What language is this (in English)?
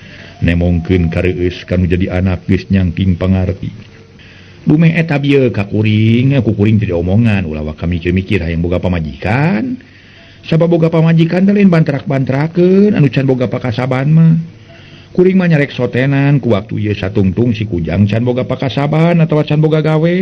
Sundanese